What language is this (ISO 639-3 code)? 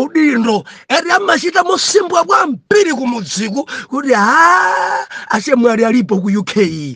nya